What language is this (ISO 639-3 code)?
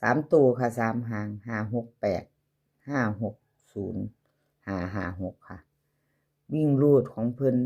tts